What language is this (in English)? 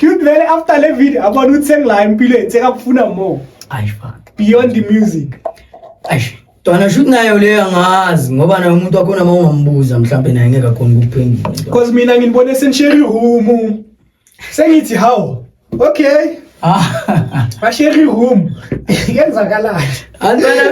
Zulu